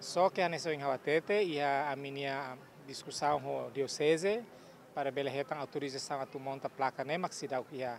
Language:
Tetum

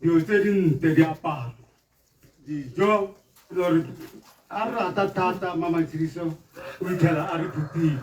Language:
Tswana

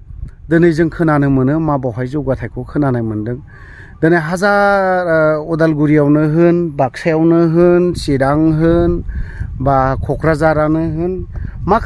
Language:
Bodo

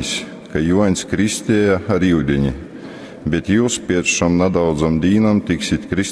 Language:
Latgalian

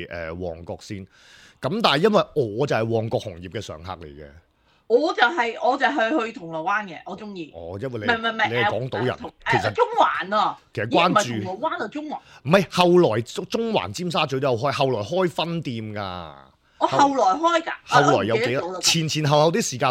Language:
Cantonese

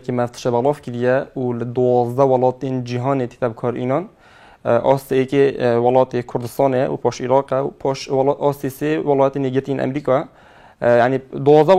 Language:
Kurdish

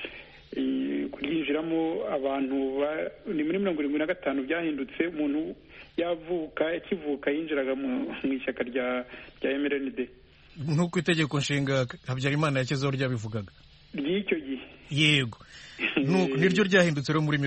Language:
Kinyarwanda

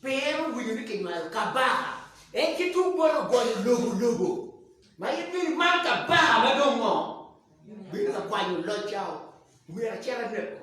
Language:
Acoli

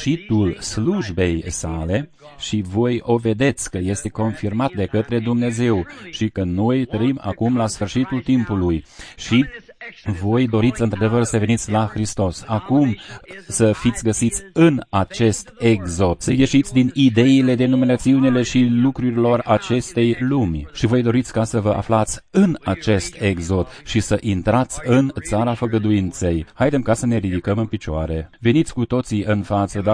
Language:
Romanian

